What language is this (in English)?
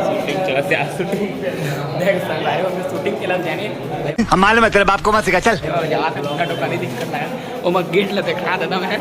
Chhattisgarhi